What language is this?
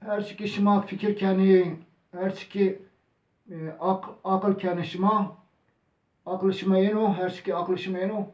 Zaza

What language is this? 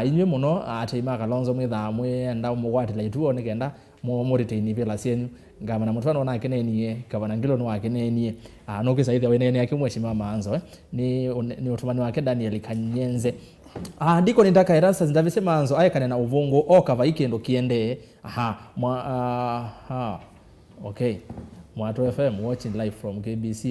Kamba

